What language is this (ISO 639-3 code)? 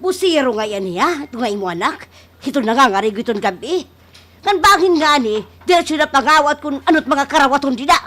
war